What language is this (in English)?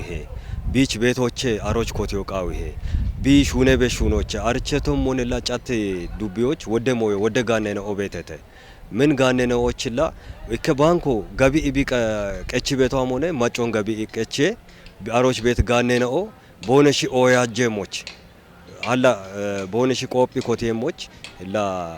Kafa